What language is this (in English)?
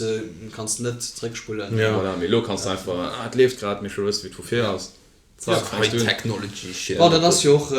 Luxembourgish